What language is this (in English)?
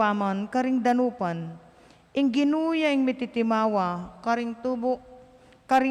Pampanga